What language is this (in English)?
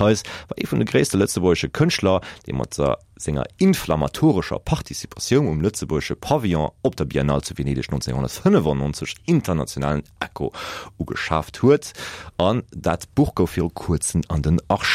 Luxembourgish